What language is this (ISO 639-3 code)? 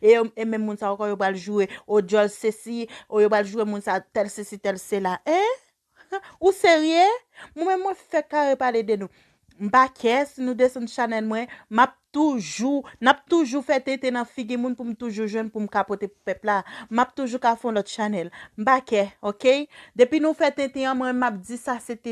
hat